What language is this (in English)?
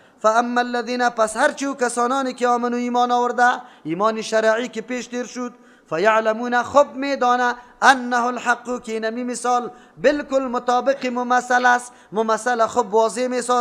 Persian